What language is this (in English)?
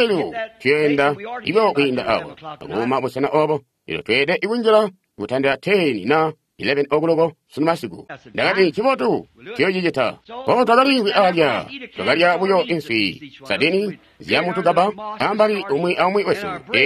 Tonga (Zambia)